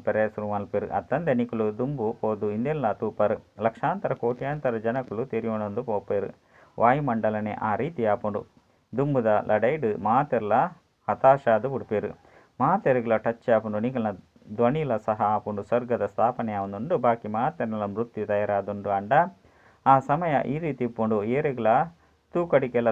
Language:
Tulu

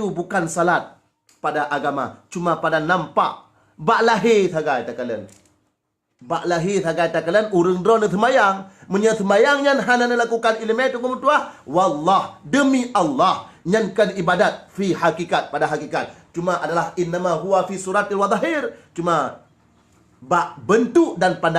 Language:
Achinese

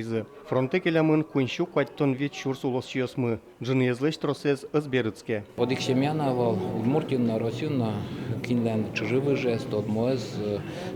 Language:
Udmurt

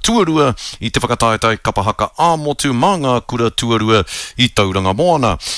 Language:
Māori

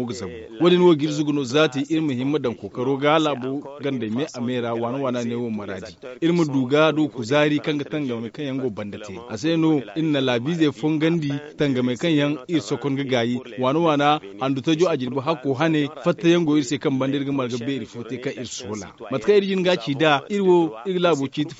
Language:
Zarma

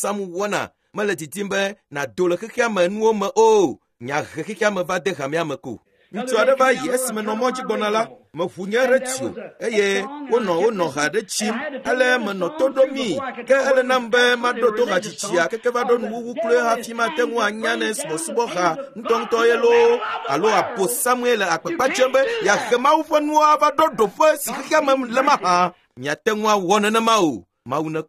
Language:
Ewe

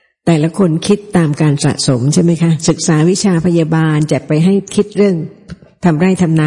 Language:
Thai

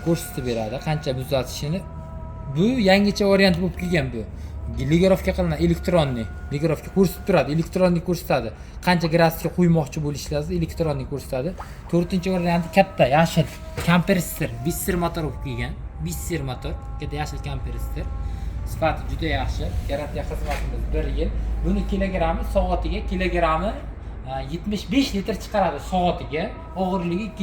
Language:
Uzbek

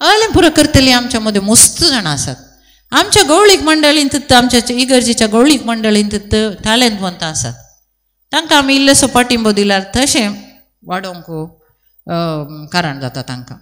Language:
Konkani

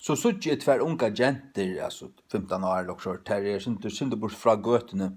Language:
Faroese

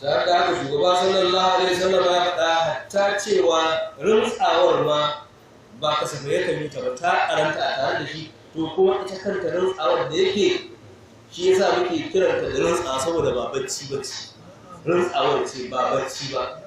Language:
Hausa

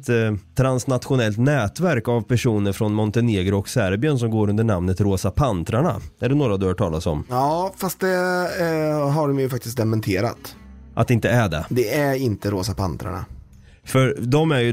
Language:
Swedish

